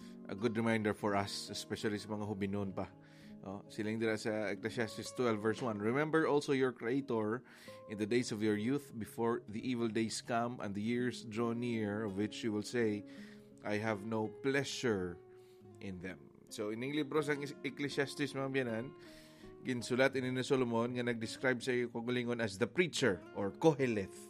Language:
Hiligaynon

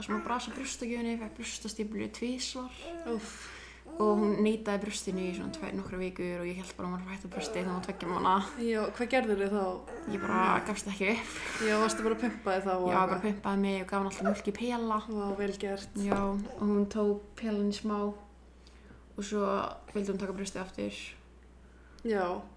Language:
Icelandic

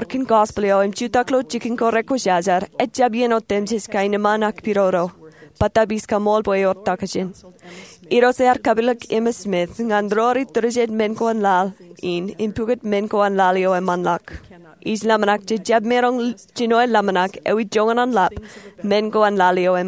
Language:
Marshallese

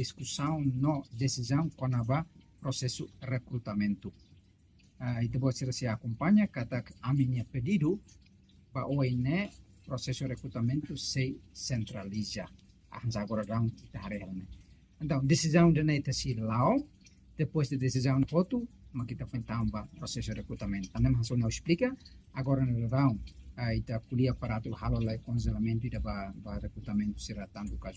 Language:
Tetum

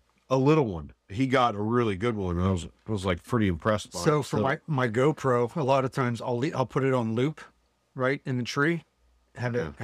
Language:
English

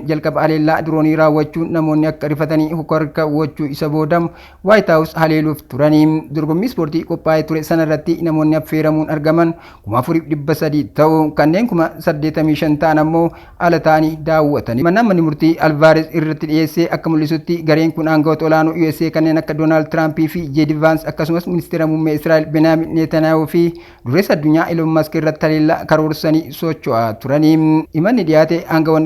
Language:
Oromo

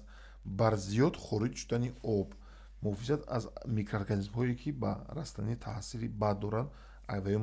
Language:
Tajik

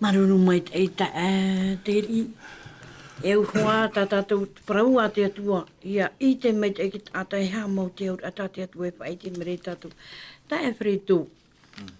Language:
Tahitian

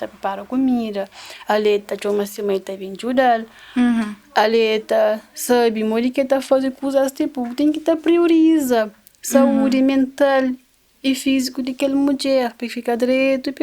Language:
Kabuverdianu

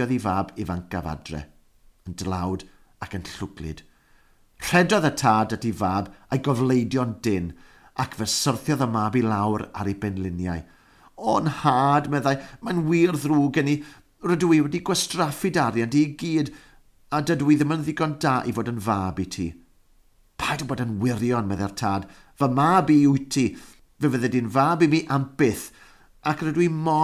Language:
Welsh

